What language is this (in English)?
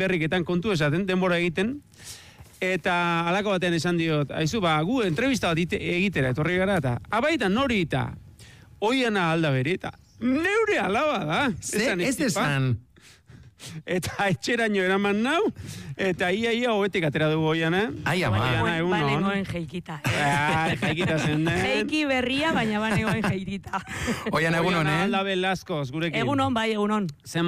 Basque